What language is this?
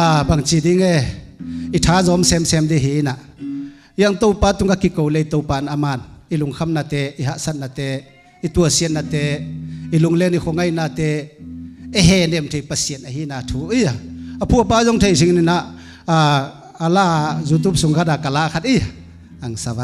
Tedim Chin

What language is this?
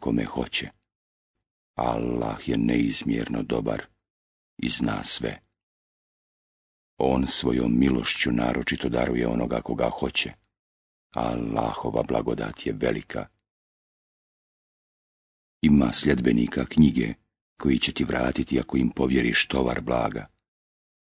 Bosnian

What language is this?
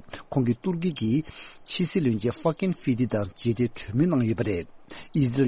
Tibetan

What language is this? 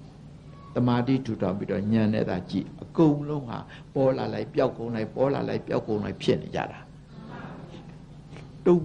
Burmese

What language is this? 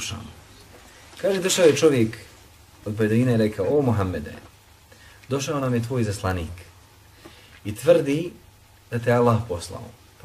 Bosnian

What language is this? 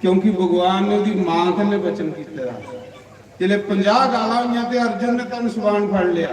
Dogri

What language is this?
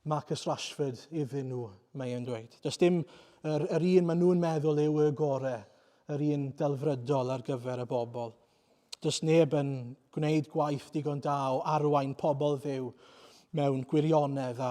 Welsh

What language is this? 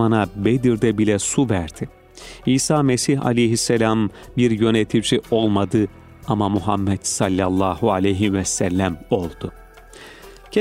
Turkish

